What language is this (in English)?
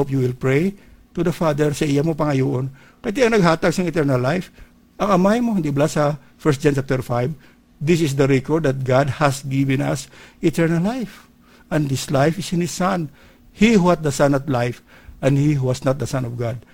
Hiligaynon